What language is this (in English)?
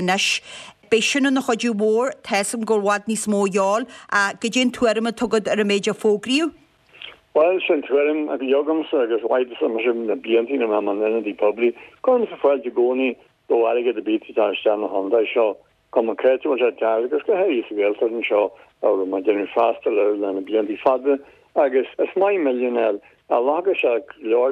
Irish